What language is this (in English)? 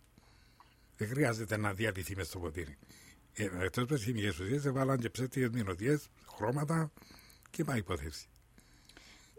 Greek